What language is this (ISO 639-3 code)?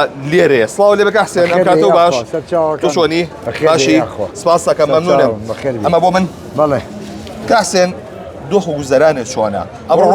ckb